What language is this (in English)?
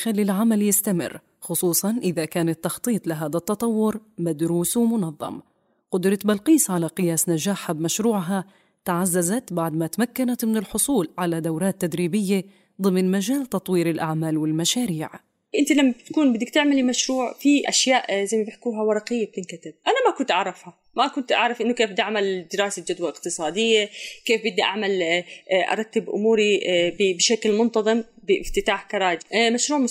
North Levantine Arabic